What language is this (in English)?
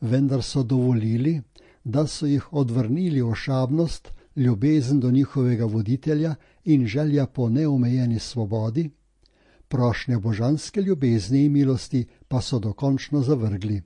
Slovenian